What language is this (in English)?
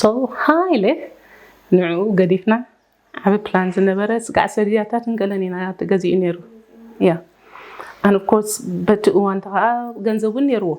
Tigrinya